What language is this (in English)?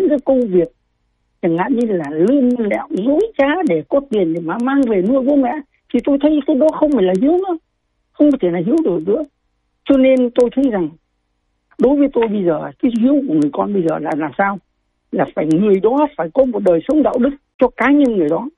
Vietnamese